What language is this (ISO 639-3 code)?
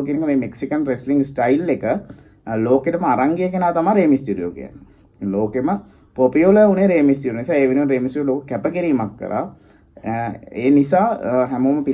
sin